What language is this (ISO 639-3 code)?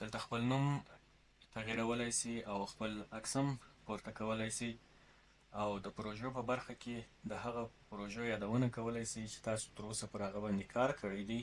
pus